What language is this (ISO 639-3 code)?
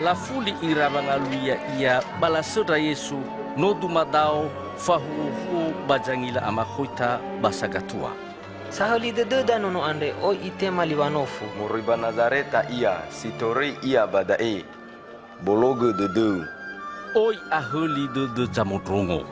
nia